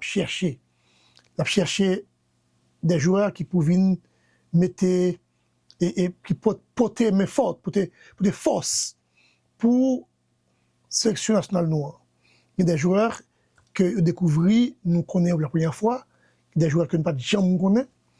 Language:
Haitian Creole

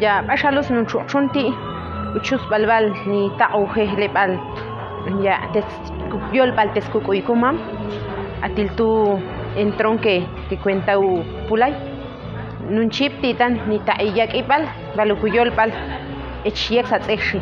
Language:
Ixil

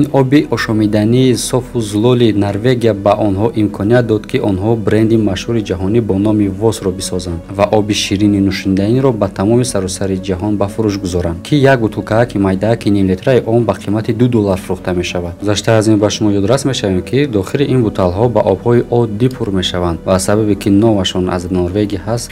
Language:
Tajik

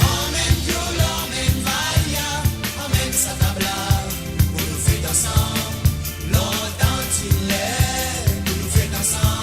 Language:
Morisyen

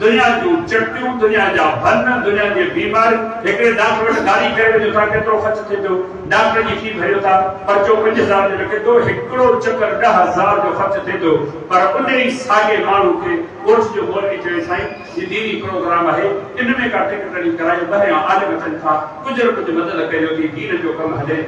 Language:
Sindhi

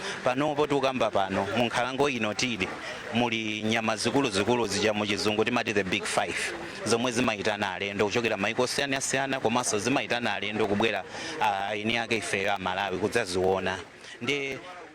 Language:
Nyanja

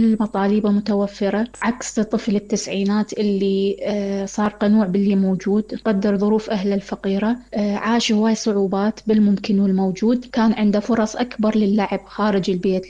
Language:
Mesopotamian Arabic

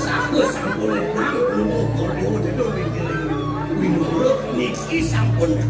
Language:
Balinese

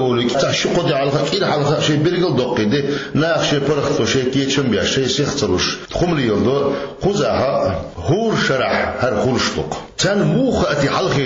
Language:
Chechen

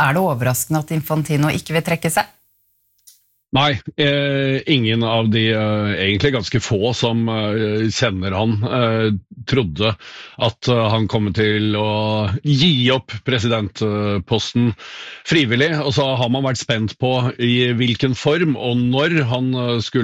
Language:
Norwegian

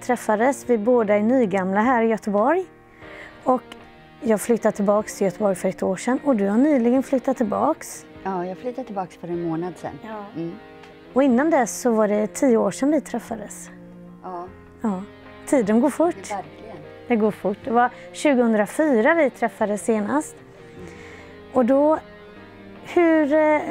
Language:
Swedish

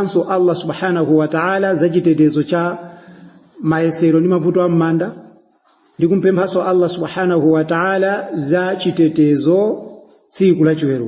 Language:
Nyanja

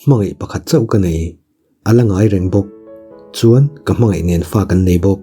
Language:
Mizo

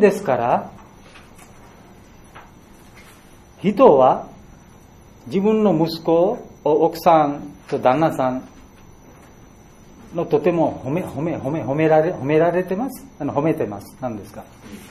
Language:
Japanese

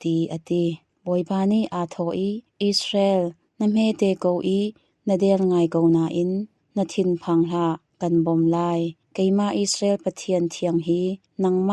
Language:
Hakha Chin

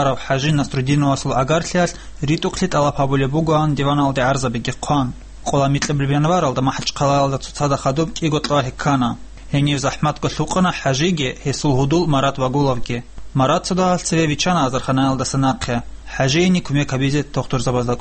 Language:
Avaric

